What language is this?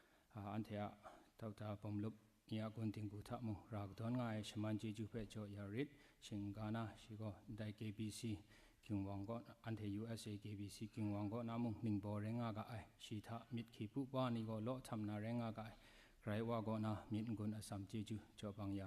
Kachin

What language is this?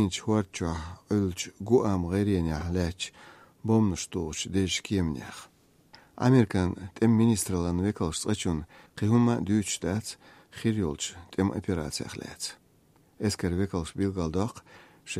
Slovenian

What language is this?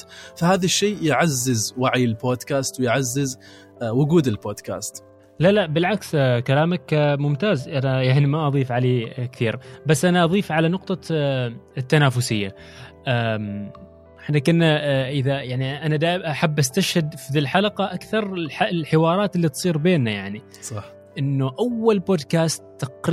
Gulf Arabic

